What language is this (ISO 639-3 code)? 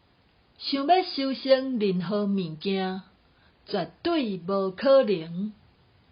nan